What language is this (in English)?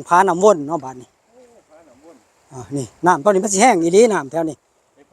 Northeastern Thai